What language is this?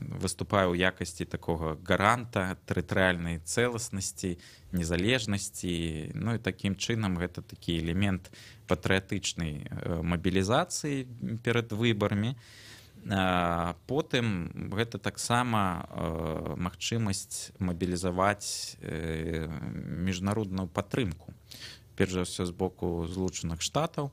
Belarusian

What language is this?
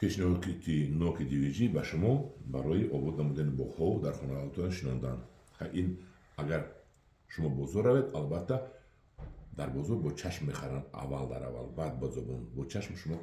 Tajik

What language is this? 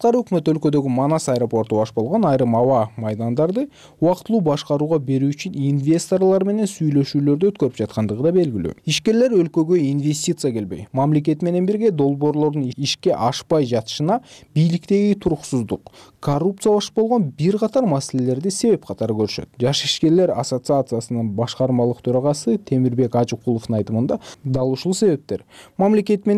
Kyrgyz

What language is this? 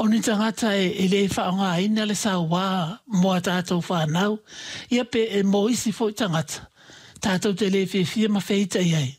Samoan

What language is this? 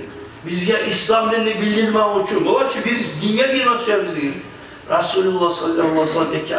Kumyk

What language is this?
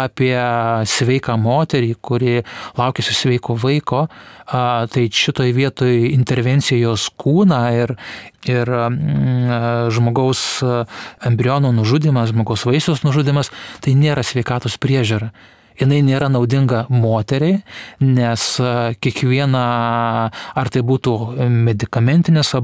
Lithuanian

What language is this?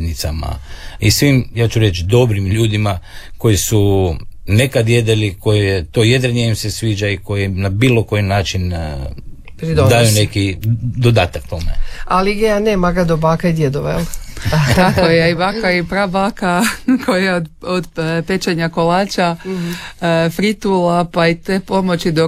Croatian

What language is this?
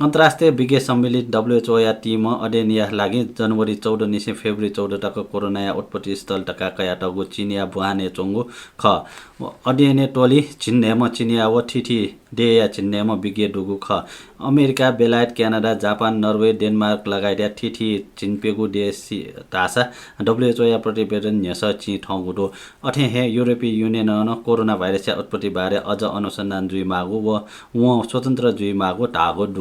Newari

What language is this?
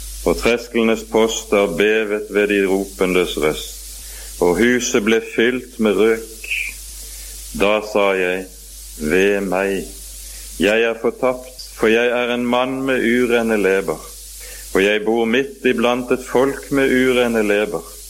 Norwegian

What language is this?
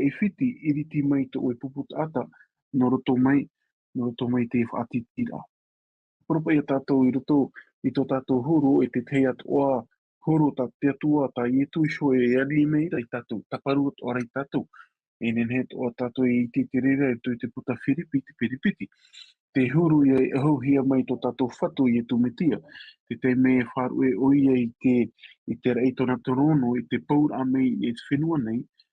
Tahitian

